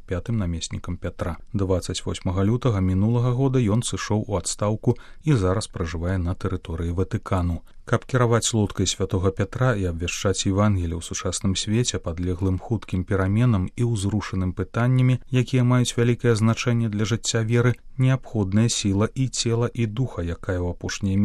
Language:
Belarusian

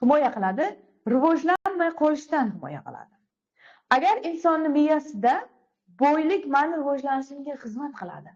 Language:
Uzbek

